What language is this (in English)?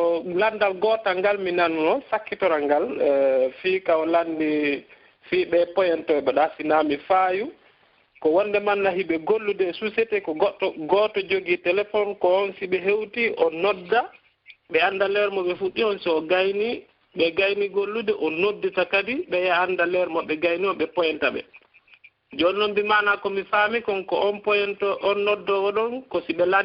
Pular